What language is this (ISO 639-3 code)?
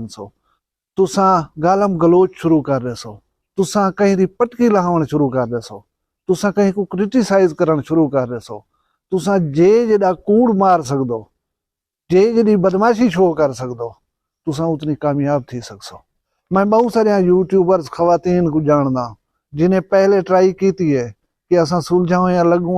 skr